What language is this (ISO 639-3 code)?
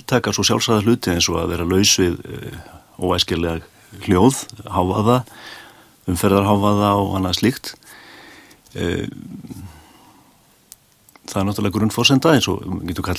isl